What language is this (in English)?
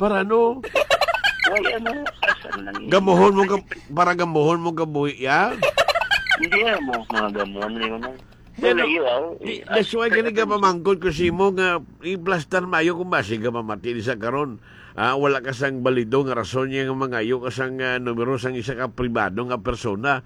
Hiligaynon